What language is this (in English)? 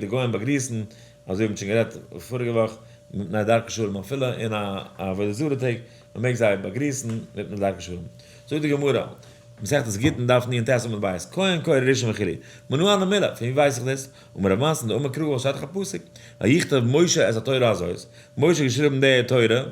Yiddish